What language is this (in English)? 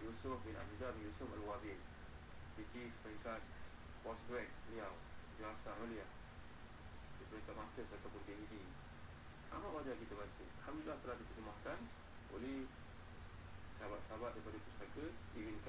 Malay